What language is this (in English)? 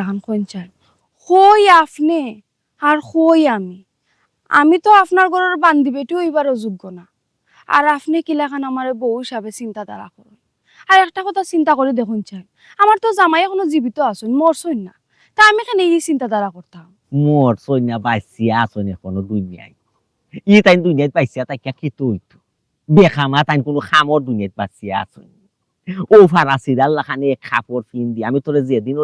Sylheti